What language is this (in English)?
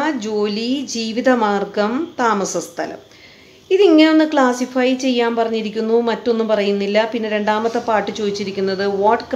Malayalam